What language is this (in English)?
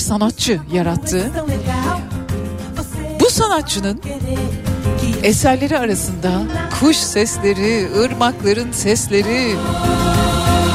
Turkish